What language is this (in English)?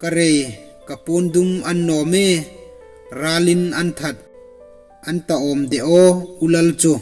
Hmar